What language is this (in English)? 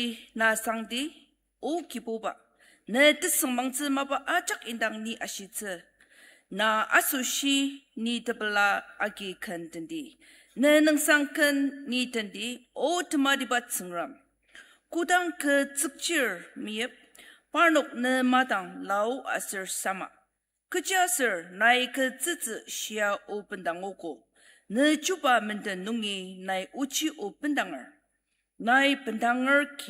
Ao Naga